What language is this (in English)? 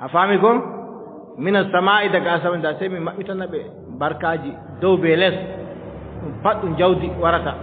Adamawa Fulfulde